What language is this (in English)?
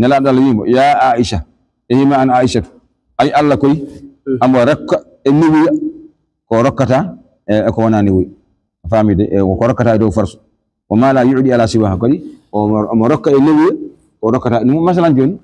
Fula